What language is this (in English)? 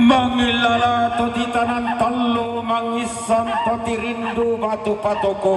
Toraja-Sa'dan